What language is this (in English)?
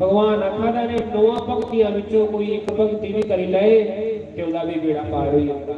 Dogri